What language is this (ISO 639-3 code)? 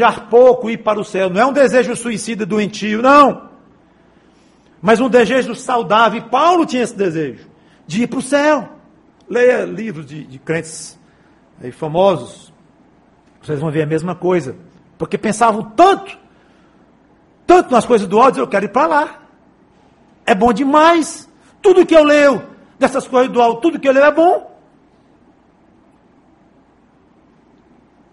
por